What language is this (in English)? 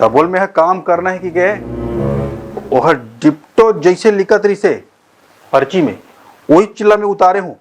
Chhattisgarhi